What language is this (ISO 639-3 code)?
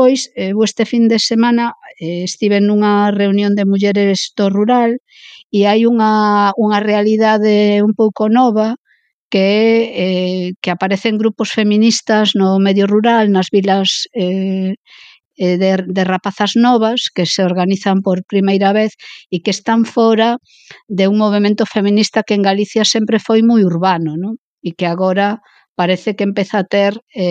glg